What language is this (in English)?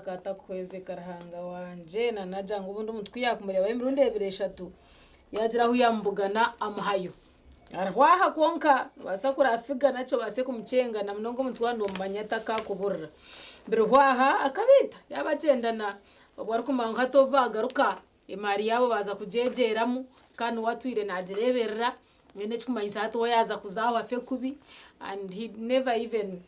Nyankole